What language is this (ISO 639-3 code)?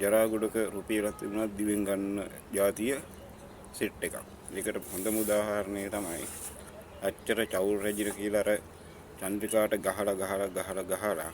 sin